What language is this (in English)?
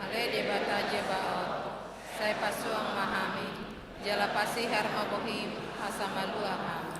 Batak Toba